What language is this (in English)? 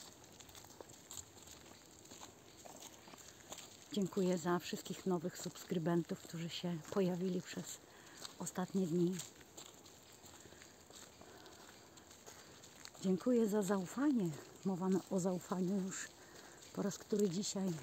Polish